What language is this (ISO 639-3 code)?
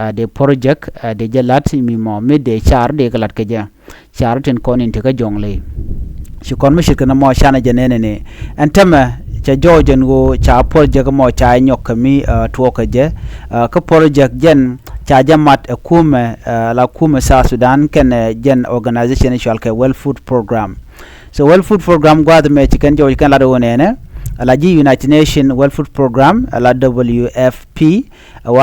nus